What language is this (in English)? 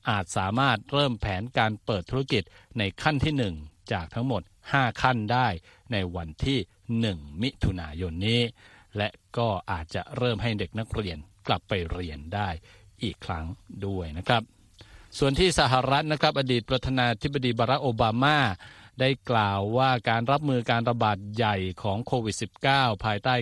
Thai